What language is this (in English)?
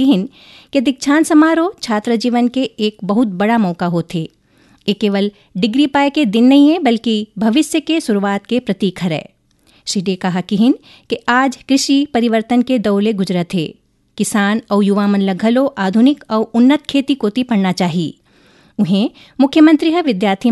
Chhattisgarhi